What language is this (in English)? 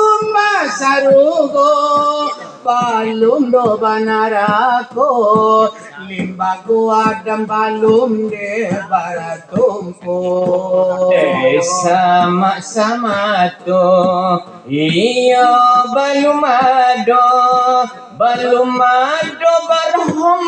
Minangkabau